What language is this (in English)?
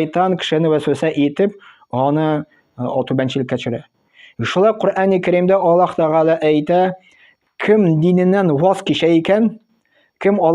Tatar